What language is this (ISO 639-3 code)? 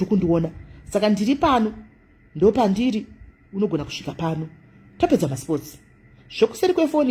sna